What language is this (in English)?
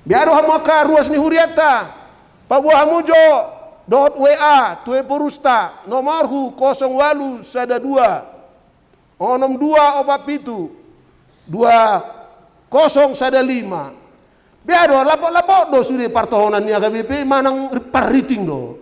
Batak Toba